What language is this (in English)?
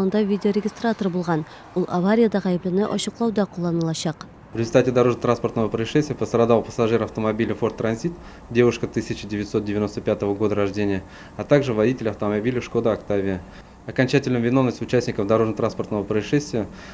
Tatar